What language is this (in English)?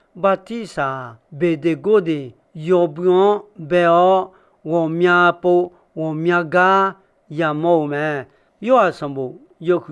Akha